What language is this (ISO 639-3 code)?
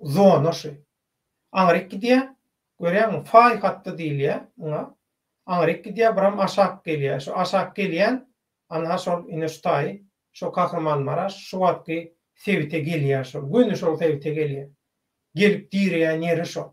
tuk